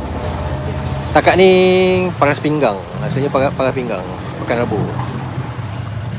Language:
Malay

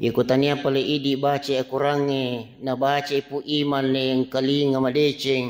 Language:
Buginese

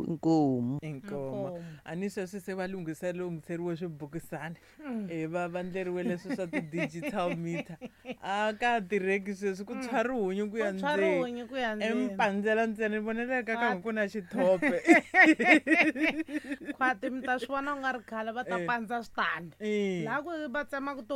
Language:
Tsonga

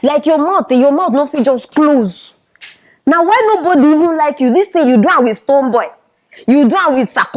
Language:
Nigerian Pidgin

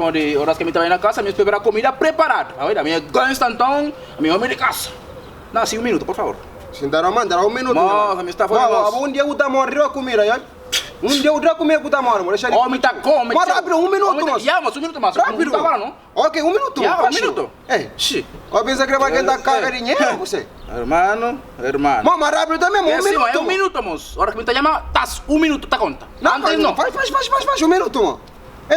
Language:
Kabuverdianu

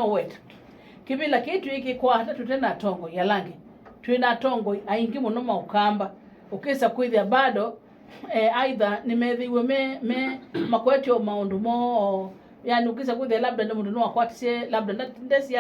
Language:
Kamba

